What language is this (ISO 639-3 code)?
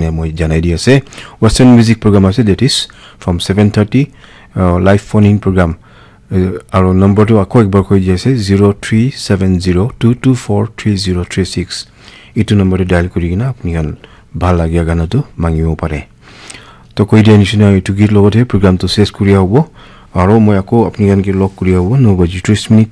nag